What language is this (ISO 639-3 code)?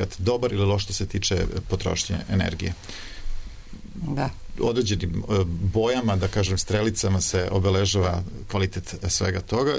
srp